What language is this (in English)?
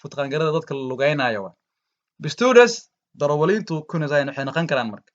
Somali